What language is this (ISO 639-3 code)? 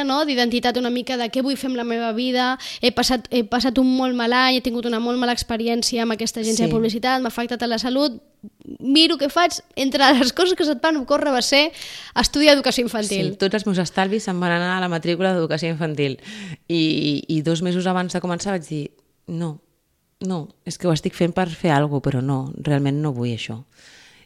cat